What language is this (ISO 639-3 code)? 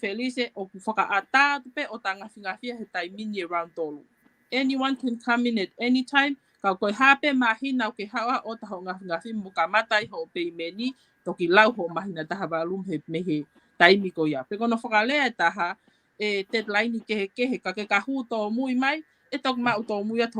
ton